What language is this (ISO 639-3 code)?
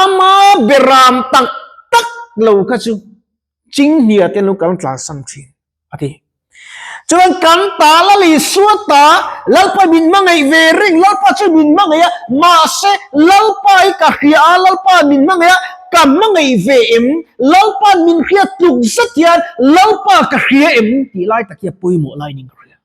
lus